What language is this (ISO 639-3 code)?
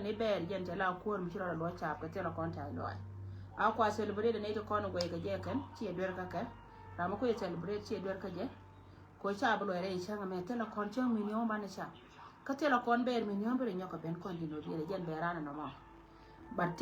nus